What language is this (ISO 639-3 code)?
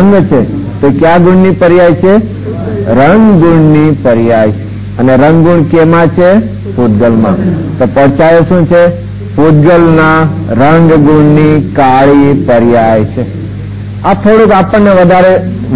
guj